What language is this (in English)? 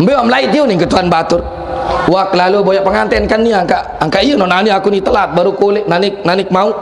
Sasak